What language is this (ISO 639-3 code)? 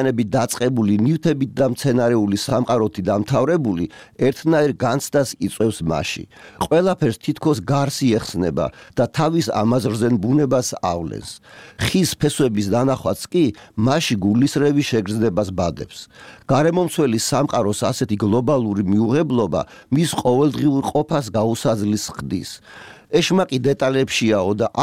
kat